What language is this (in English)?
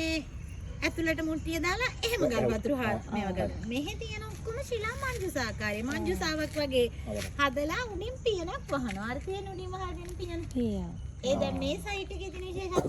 Sinhala